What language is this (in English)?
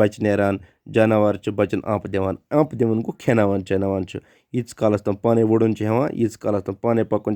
Kashmiri